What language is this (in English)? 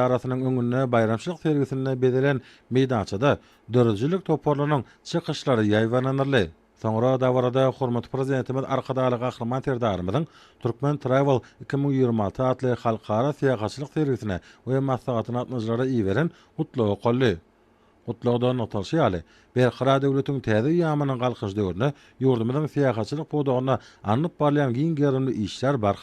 Turkmen